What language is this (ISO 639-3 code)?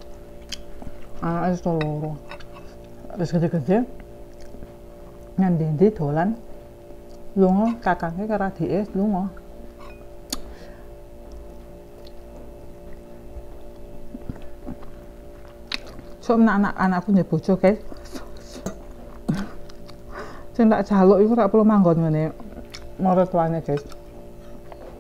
jav